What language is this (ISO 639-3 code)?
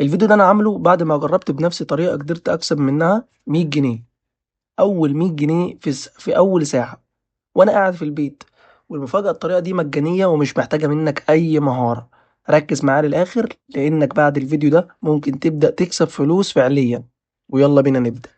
arz